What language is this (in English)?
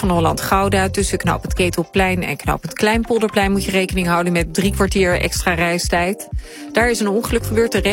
Dutch